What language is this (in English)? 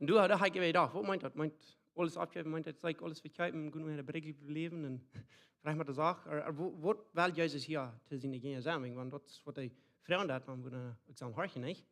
Plautdietsch